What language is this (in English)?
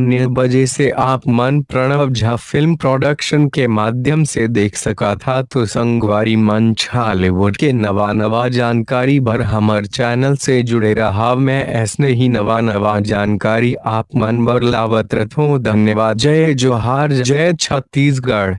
Chhattisgarhi